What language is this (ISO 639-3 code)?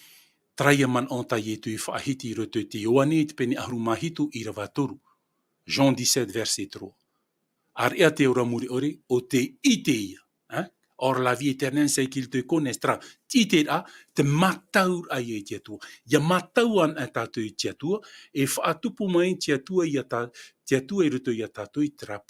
tah